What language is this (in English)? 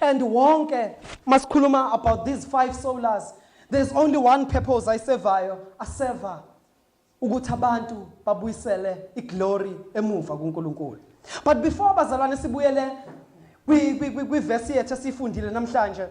Zulu